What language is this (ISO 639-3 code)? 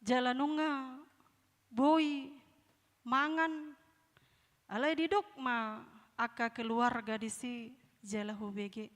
bbc